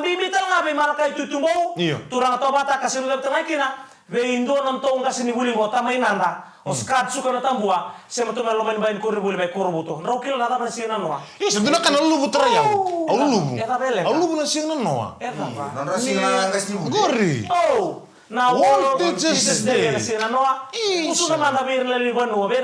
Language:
Fijian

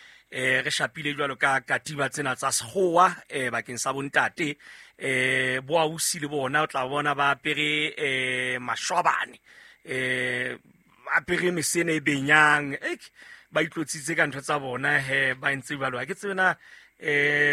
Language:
Southern Sotho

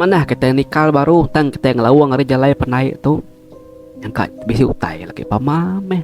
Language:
Iban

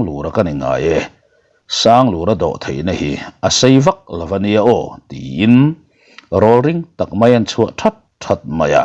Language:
Mizo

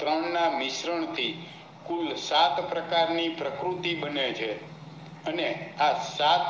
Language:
Gujarati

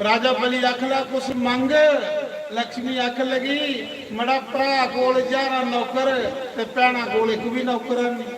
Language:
Dogri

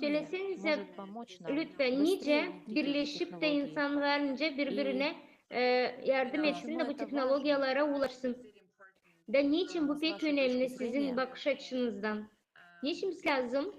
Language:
Gagauz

